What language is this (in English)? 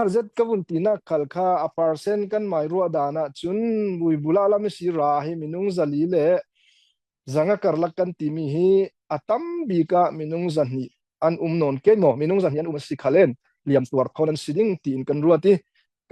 Falam Chin